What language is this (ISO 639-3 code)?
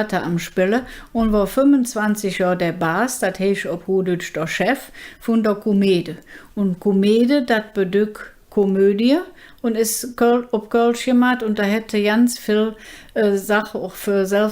ksh